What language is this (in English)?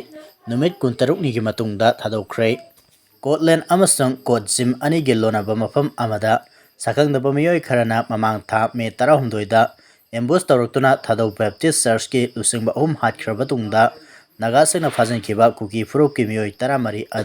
Manipuri